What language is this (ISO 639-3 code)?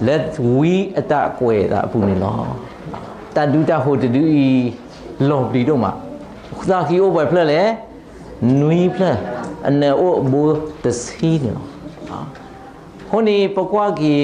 ksw